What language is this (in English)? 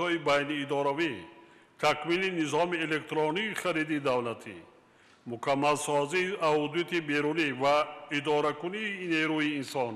Tajik